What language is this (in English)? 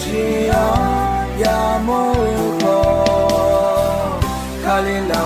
Akha